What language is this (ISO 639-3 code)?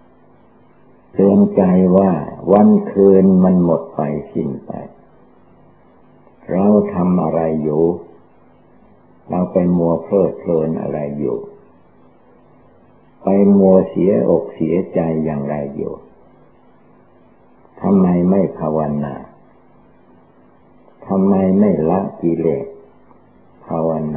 tha